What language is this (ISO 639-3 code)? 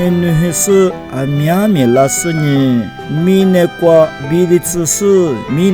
lis